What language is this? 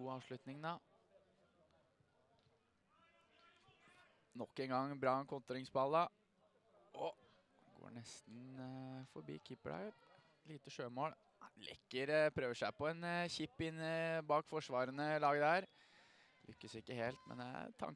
Norwegian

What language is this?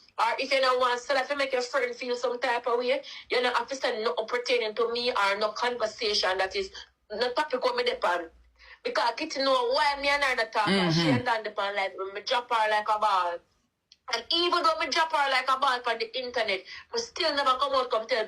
Jamaican Creole English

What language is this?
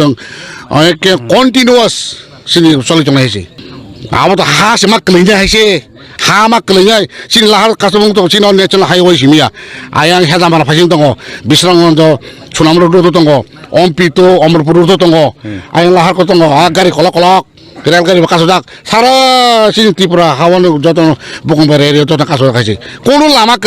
Kok Borok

